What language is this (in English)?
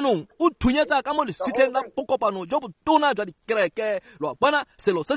Tswana